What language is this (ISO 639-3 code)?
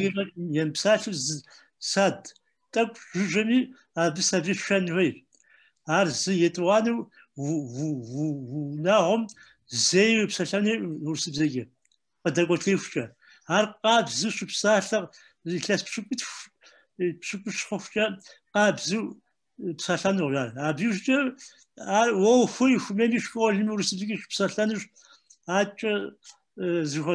kbd